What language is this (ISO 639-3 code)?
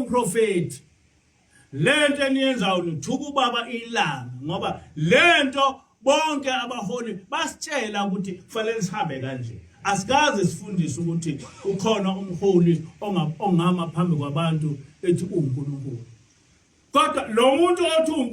zul